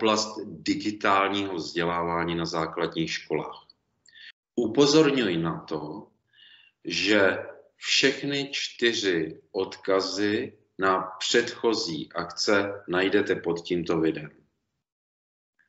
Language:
Czech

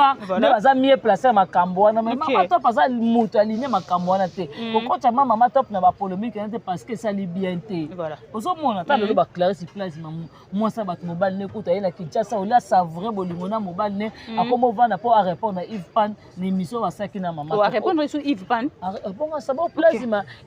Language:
Lingala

